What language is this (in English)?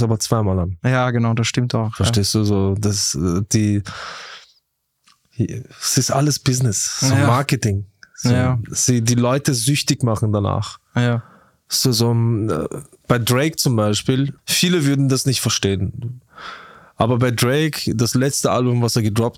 German